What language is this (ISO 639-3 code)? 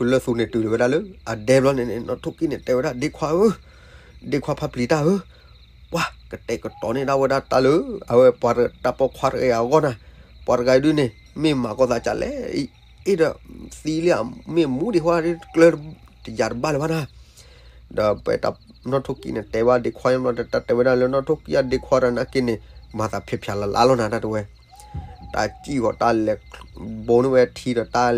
ksw